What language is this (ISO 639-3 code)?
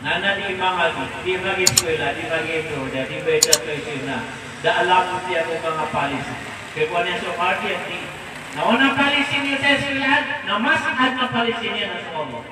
mrw